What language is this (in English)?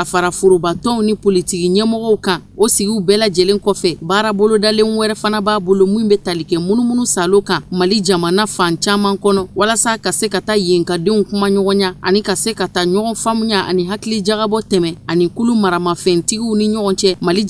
Bambara